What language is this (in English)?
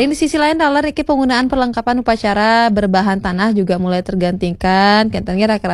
Balinese